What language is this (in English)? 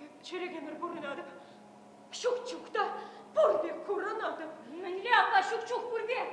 Chuvash